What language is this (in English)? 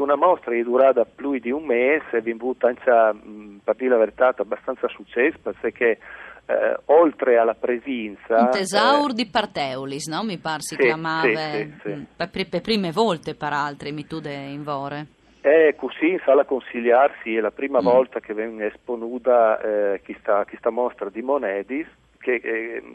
Friulian